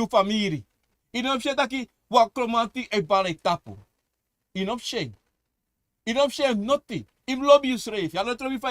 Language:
Sranan Tongo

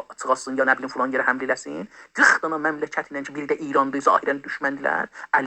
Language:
South Azerbaijani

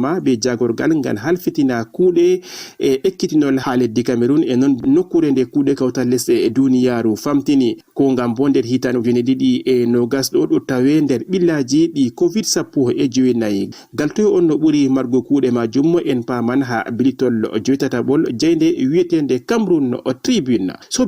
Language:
Fula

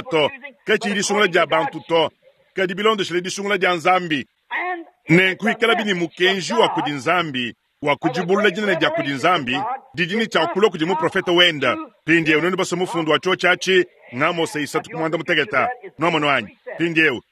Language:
Luba-Lulua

